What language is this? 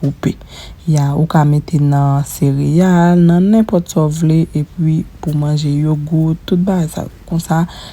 Haitian Creole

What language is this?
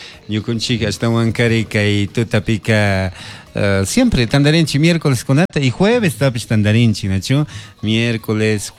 Chimborazo Highland Quichua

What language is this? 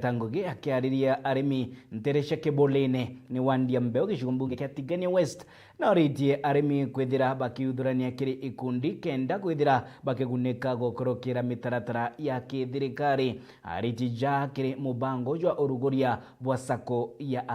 Meru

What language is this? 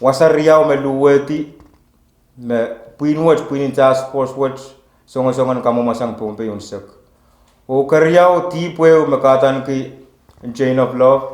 Pohnpeian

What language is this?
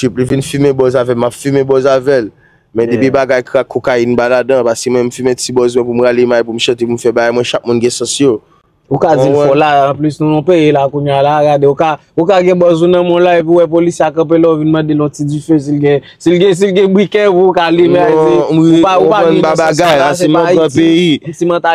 Haitian Creole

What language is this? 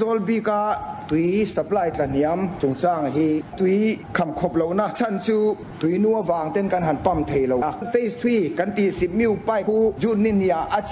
Mizo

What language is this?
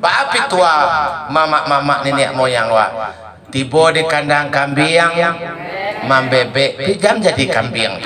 Minangkabau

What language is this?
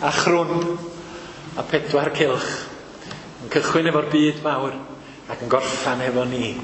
Welsh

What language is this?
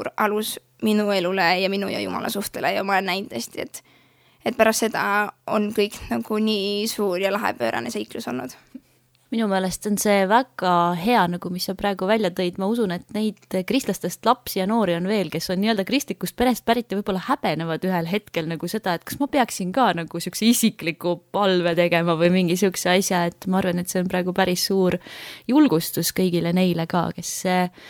Estonian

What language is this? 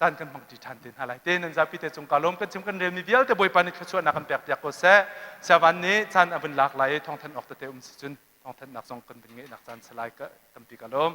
Hakha Chin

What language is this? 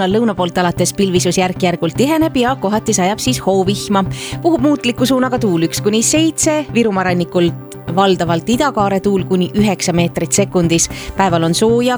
Estonian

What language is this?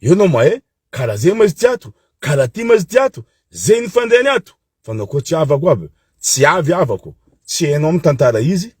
Malagasy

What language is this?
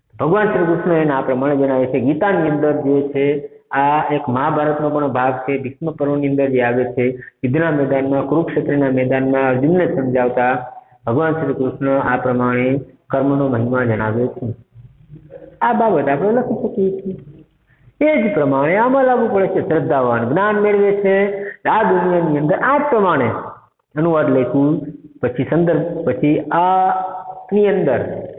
Gujarati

